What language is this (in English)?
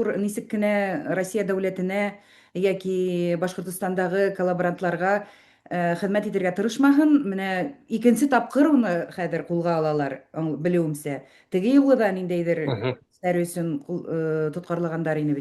Bashkir